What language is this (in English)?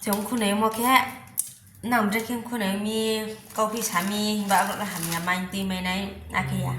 Riang (India)